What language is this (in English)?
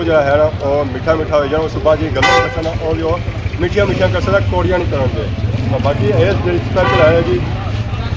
Pahari-Potwari